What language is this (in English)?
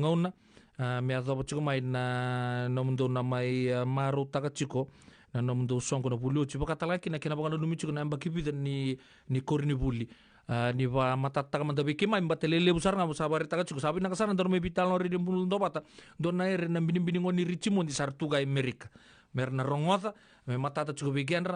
Fijian